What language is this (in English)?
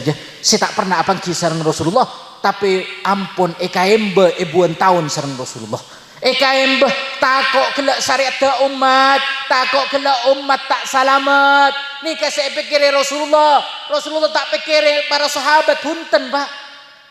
Madurese